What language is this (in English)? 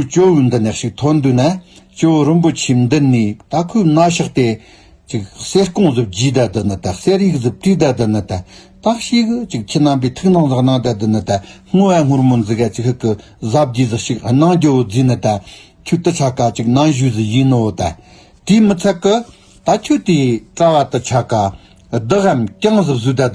Tibetan